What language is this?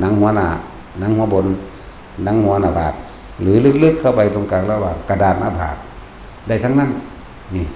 Lao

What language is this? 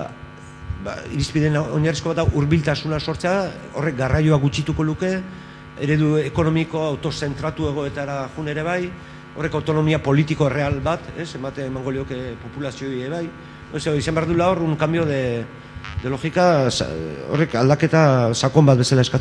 Basque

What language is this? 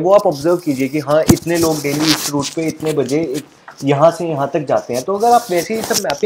Hindi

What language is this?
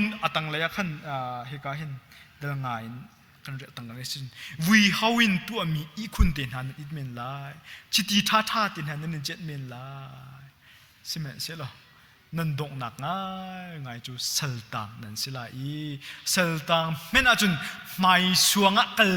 Hakha Chin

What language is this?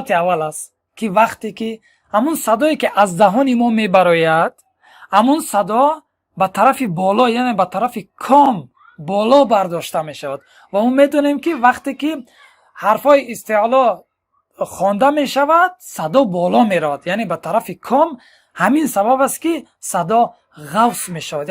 Tajik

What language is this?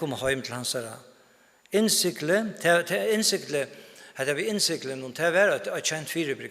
Faroese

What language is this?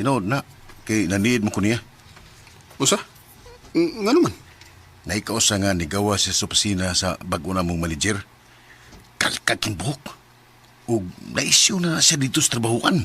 Cebuano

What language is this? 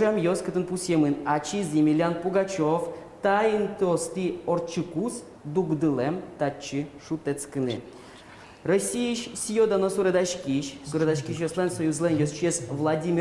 Udmurt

